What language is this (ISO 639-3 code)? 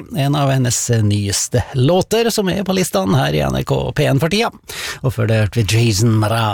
nor